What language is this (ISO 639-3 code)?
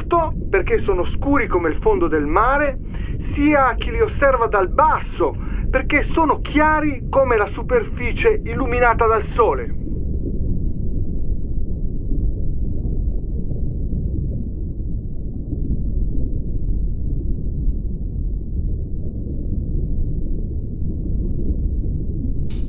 ita